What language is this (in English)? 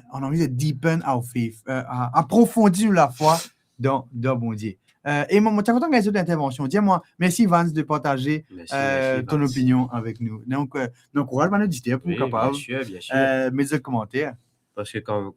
Morisyen